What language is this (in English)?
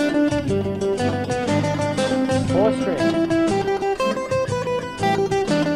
English